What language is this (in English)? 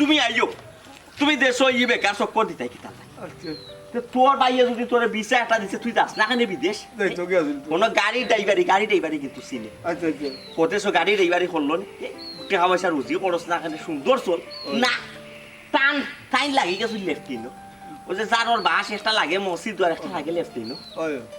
Sylheti